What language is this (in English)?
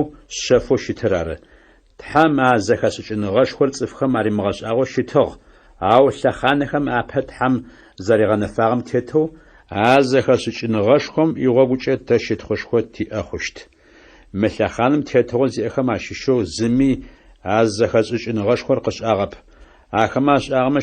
Adyghe